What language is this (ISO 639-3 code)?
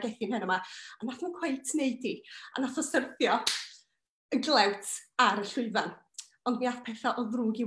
cym